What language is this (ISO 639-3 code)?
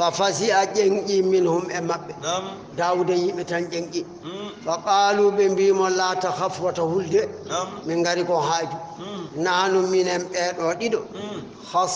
ful